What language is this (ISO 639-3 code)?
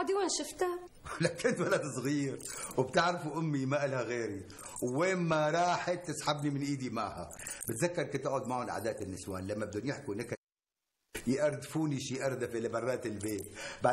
apc